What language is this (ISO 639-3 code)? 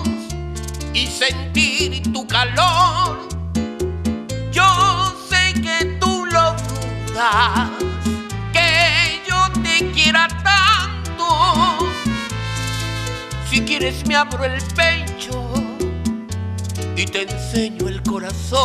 spa